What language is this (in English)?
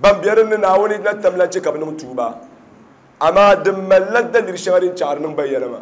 Dagbani